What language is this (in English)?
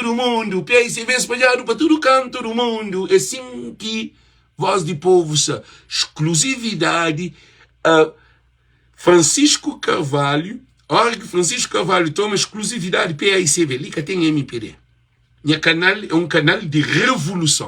Kabuverdianu